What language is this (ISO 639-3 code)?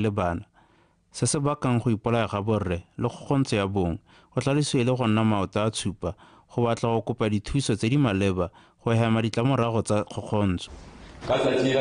tsn